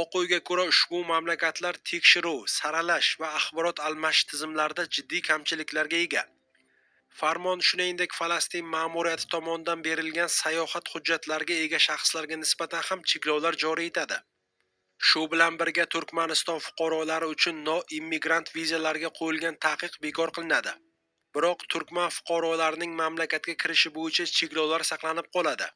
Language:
Uzbek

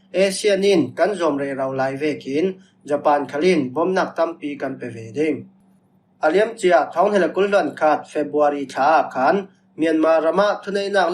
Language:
Falam Chin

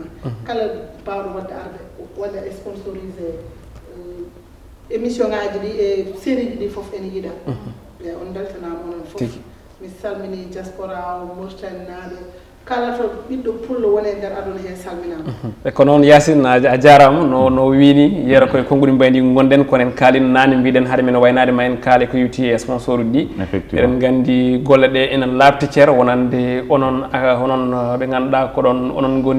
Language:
Fula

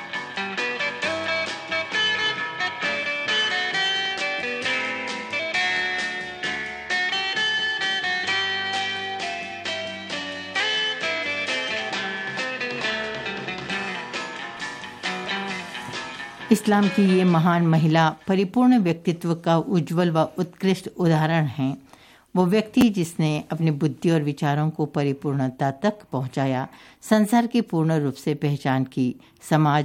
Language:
Hindi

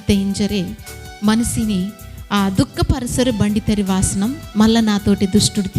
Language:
Koya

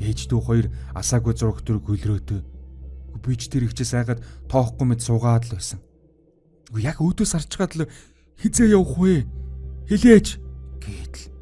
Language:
Mongolian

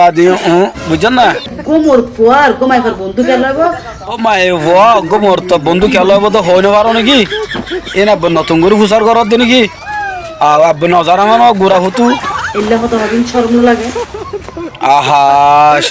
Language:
Rohingya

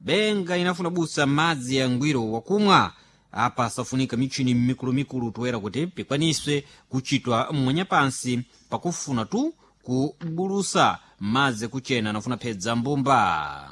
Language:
Sena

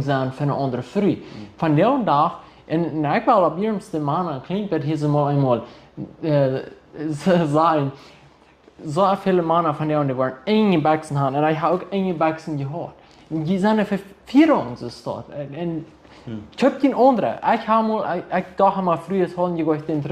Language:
Plautdietsch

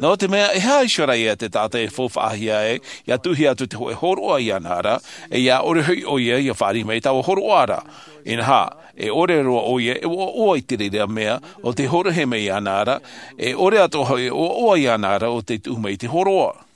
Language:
Tahitian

